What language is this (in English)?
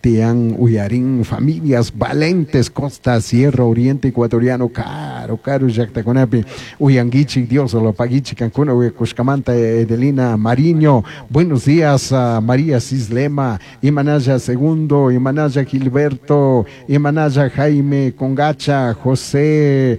Chimborazo Highland Quichua